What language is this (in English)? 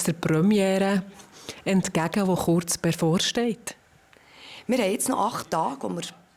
Swiss German